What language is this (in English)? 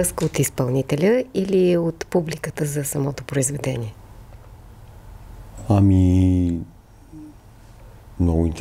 Bulgarian